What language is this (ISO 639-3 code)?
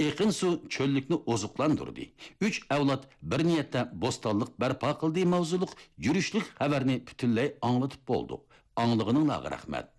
uig